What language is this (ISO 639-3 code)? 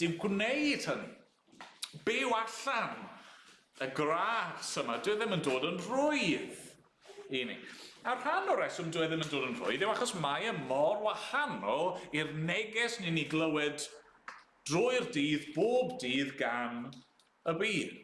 cym